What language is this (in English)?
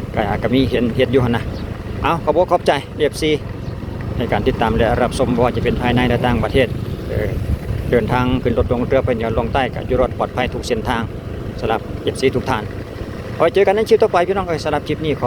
Lao